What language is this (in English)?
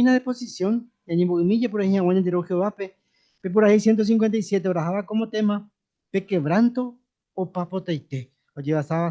Guarani